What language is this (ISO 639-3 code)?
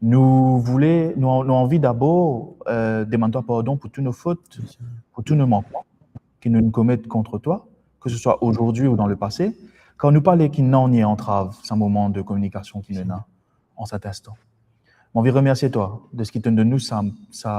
mfe